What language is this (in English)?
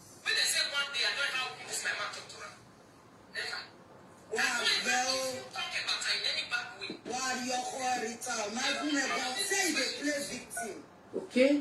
Nigerian Pidgin